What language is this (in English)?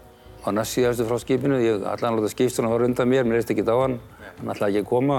Icelandic